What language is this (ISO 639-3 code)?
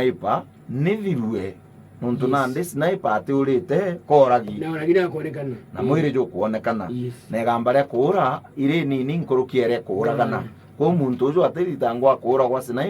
mer